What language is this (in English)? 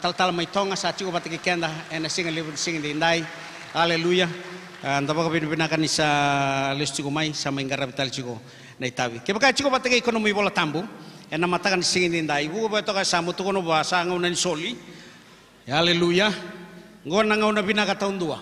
Fijian